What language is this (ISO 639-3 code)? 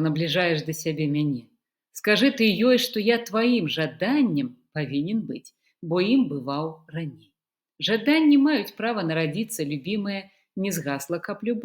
bel